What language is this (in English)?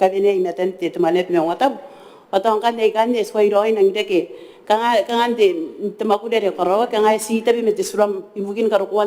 Gilbertese